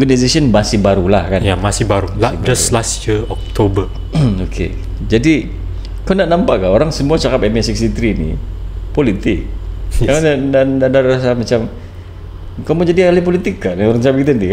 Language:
Malay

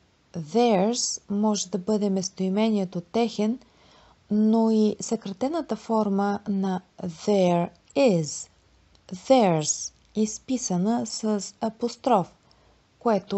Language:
Bulgarian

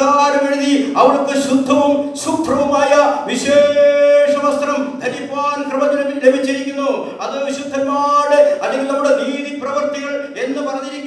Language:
Malayalam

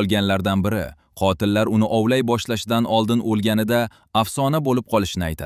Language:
Uzbek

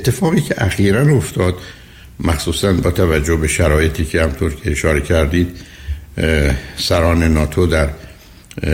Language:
Persian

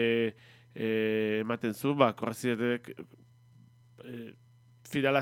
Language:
Basque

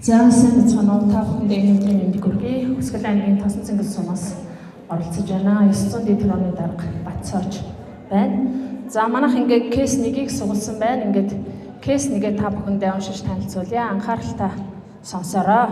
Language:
Mongolian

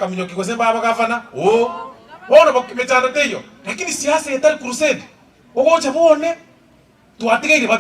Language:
Gusii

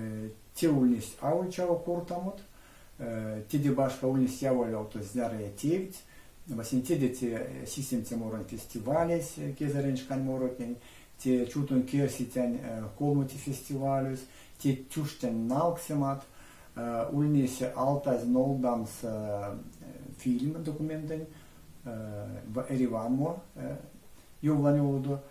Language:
Erzya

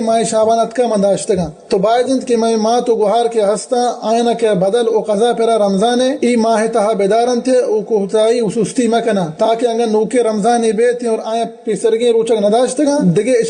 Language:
Baluchi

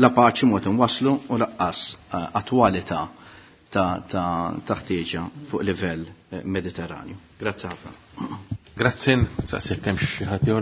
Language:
Maltese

